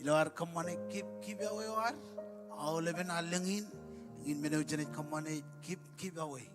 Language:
Marshallese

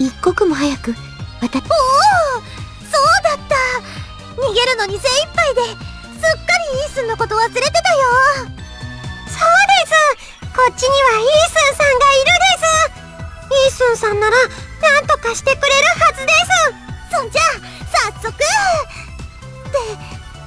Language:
Japanese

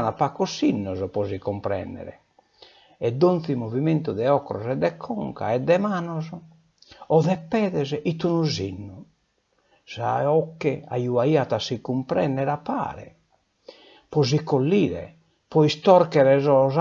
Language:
Sardinian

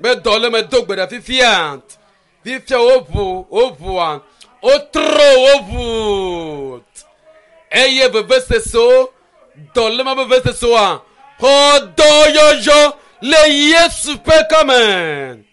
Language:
Ewe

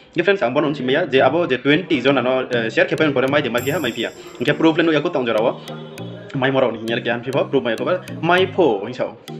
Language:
Riang (India)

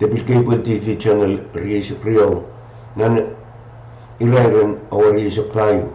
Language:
Pohnpeian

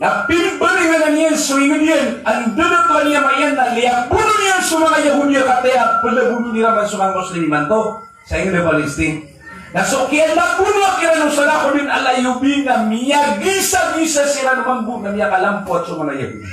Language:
Maranao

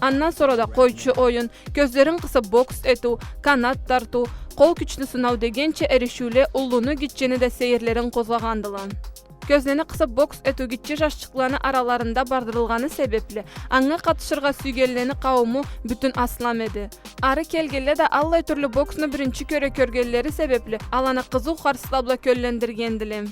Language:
Karachay-Balkar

